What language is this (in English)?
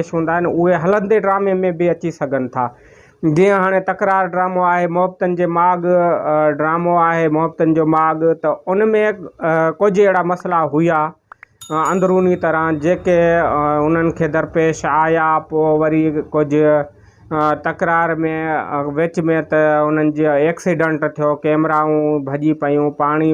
Sindhi